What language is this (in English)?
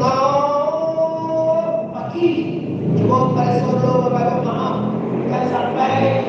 Minangkabau